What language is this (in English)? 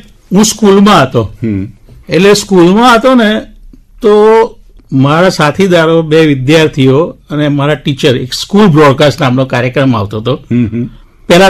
Gujarati